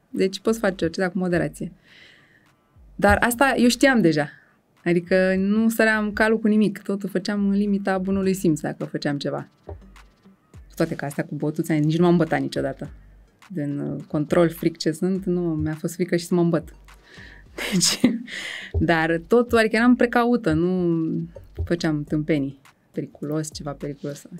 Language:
Romanian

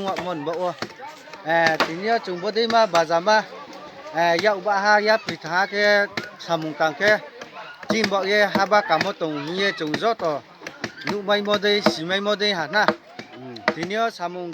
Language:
Riang (India)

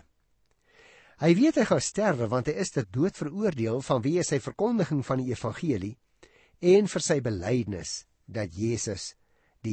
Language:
Afrikaans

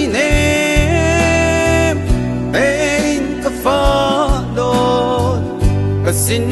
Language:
Hakha Chin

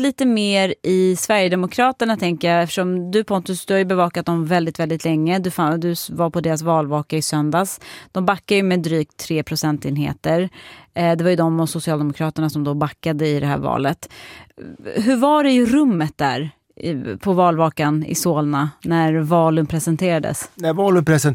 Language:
Swedish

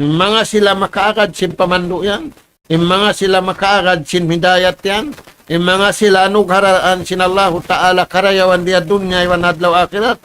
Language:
Tausug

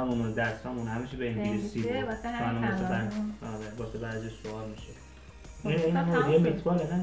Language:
Persian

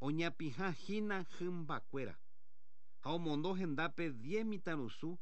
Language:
Guarani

